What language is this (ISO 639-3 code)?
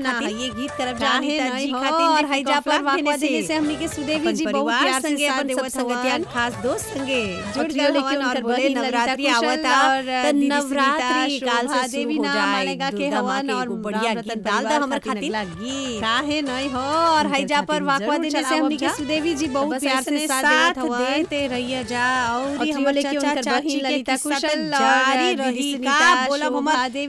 bho